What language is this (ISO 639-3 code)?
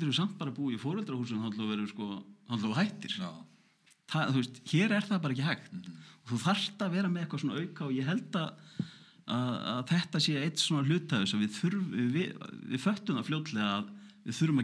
isl